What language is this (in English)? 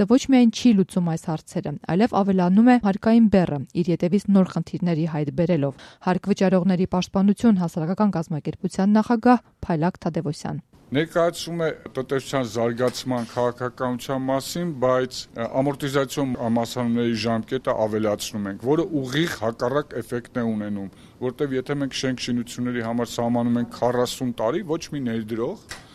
Armenian